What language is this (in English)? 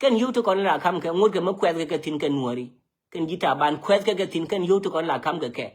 Nuer